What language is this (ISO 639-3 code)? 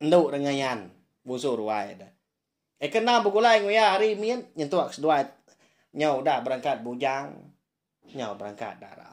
iba